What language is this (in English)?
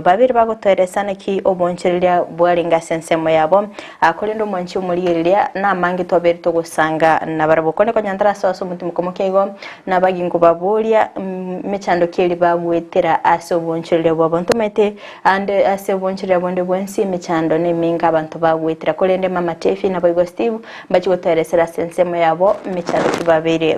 Gusii